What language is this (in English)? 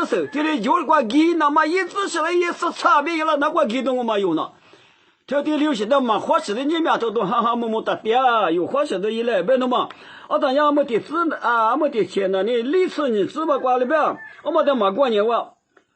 Lisu